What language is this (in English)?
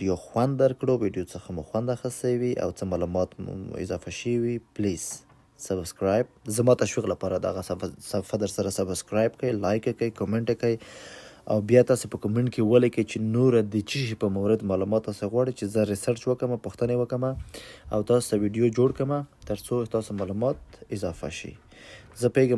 Pashto